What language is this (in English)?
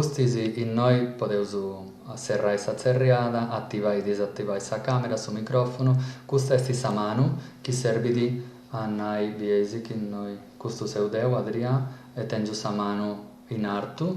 Sardinian